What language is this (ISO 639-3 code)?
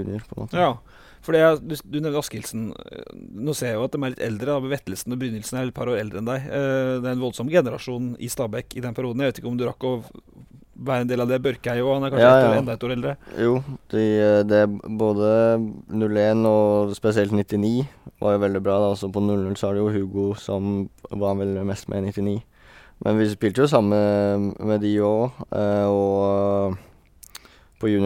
nor